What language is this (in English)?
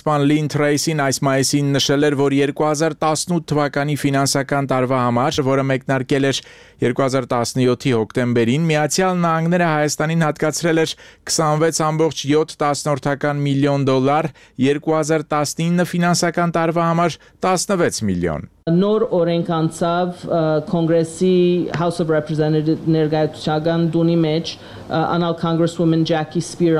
Armenian